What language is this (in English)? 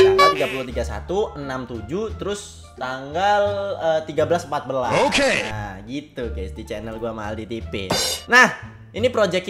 Indonesian